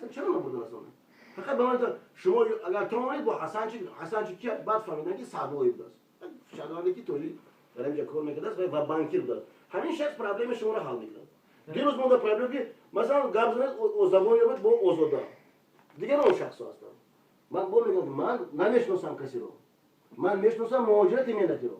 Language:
Tajik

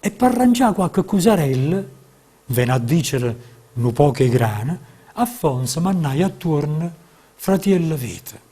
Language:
Neapolitan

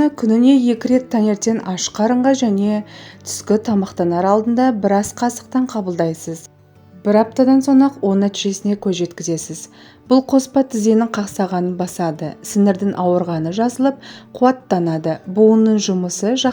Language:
Kazakh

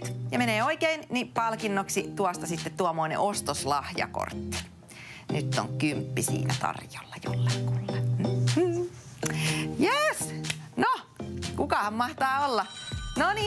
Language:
Finnish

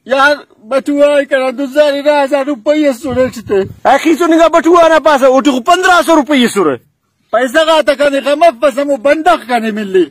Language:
Brahui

